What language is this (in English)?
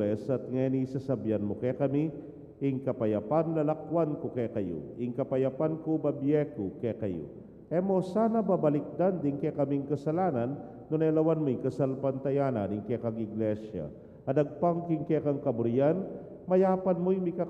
Pampanga